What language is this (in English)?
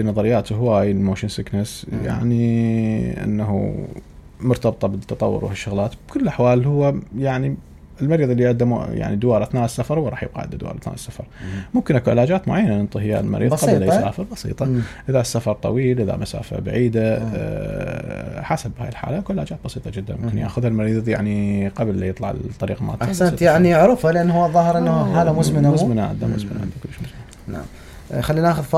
Mesopotamian Arabic